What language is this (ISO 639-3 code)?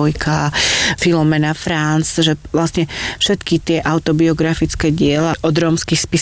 slk